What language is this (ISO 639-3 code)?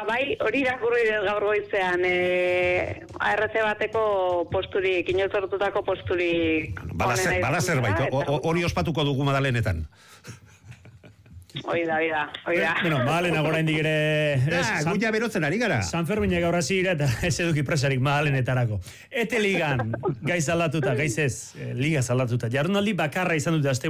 eus